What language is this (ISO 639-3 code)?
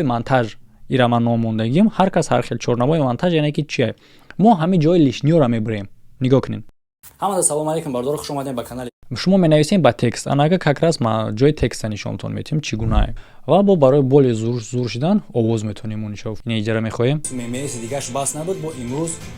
tgk